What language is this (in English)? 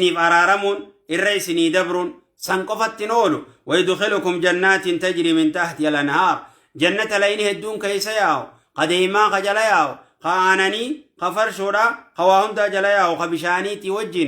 Oromo